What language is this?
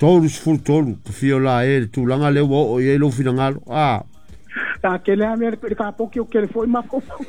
Samoan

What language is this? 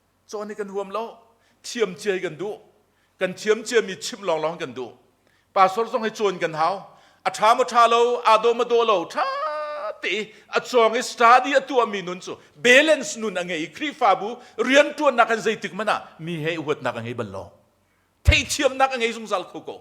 Hakha Chin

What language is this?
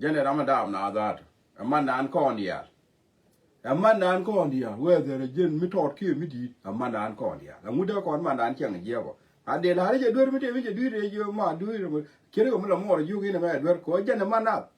Nuer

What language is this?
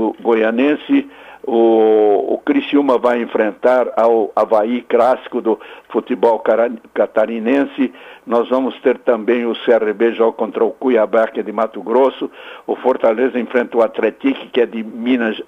Portuguese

